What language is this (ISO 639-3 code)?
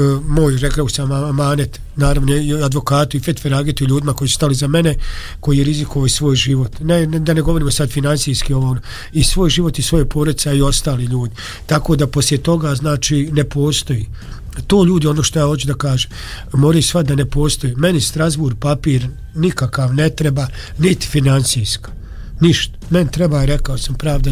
bos